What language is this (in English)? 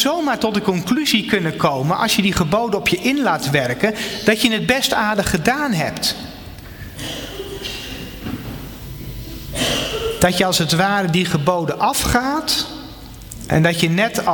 Dutch